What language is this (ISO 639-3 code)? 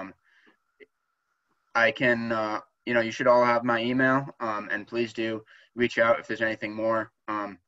eng